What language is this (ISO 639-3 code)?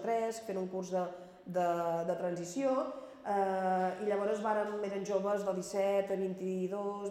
cat